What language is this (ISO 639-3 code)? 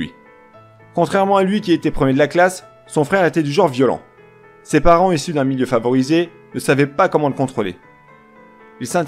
fra